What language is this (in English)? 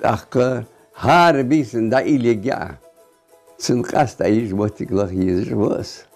Ingush